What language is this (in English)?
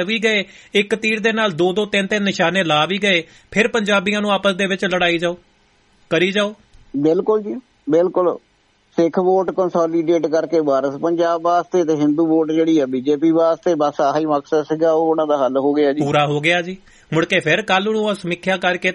Punjabi